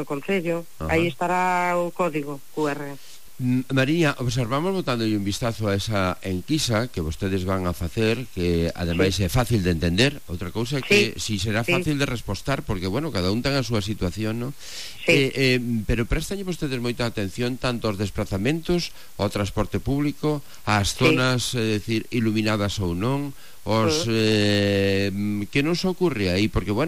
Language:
Galician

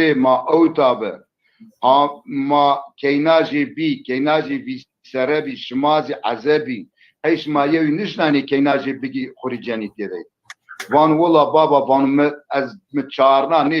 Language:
Zaza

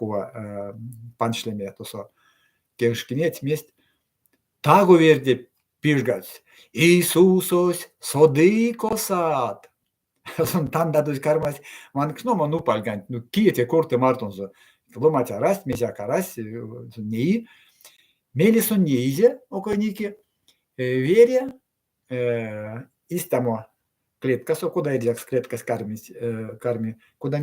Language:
Erzya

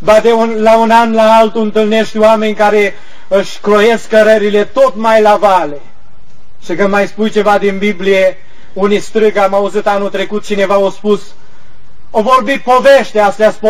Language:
Romanian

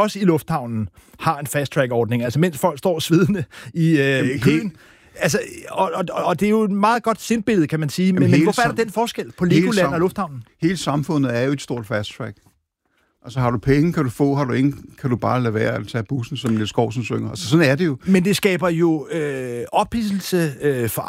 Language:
Danish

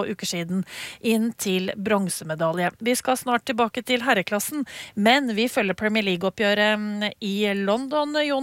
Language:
Norwegian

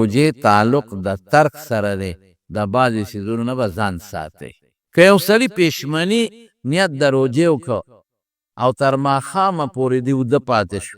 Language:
Pashto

